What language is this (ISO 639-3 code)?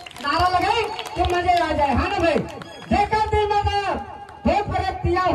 hne